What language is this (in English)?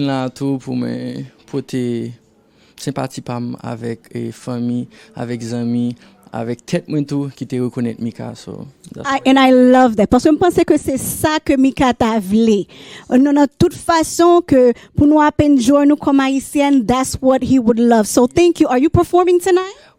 Haitian Creole